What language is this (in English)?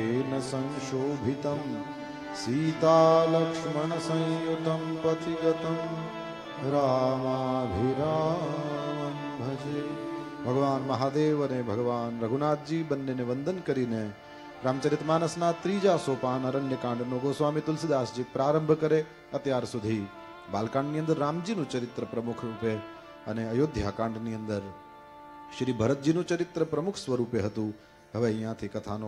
Gujarati